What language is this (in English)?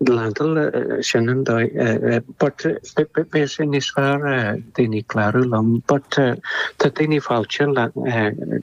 Irish